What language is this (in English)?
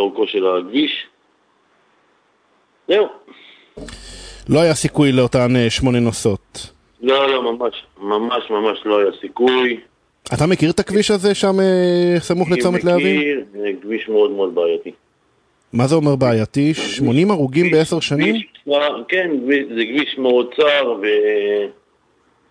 Hebrew